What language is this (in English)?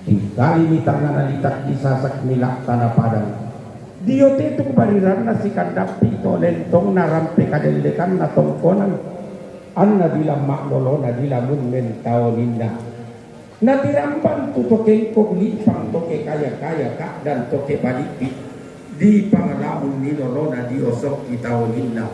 Toraja-Sa'dan